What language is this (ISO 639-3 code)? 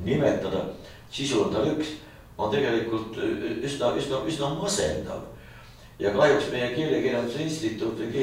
est